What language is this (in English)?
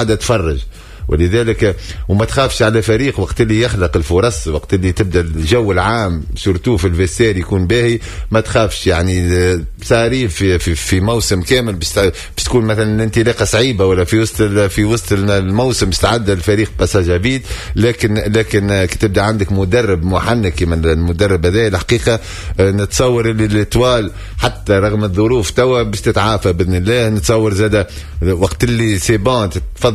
Tunisian Arabic